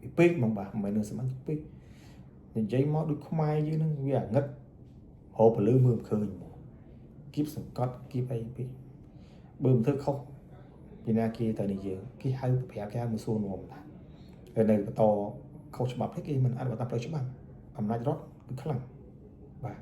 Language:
Khmer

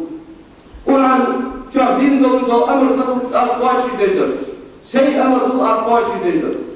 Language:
Ingush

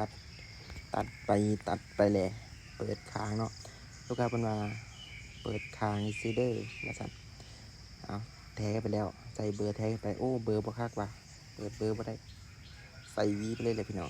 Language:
Lao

